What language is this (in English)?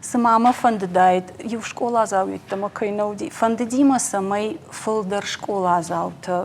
Ossetic